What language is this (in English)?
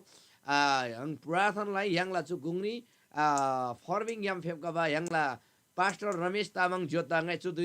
Eastern Tamang